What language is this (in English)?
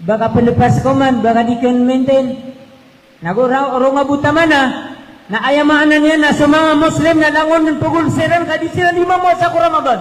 Maranao